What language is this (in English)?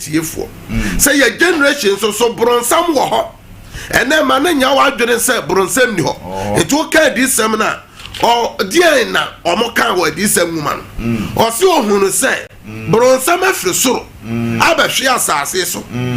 Akan